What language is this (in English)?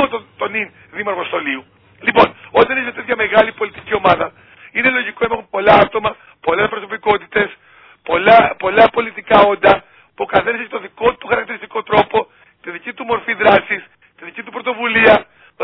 Greek